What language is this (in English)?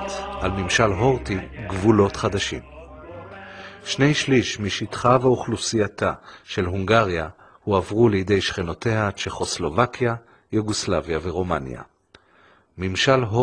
Hebrew